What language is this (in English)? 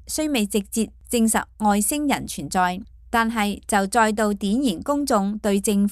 Cantonese